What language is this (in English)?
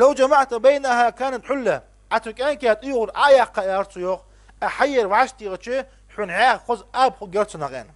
Ingush